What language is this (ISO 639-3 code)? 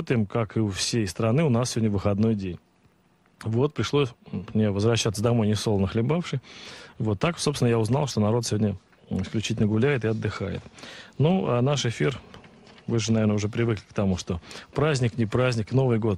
rus